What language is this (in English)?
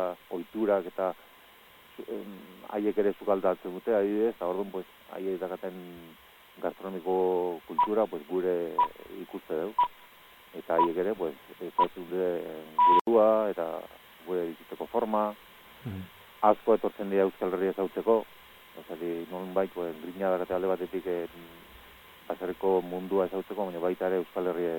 Basque